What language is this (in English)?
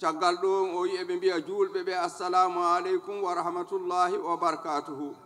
Fula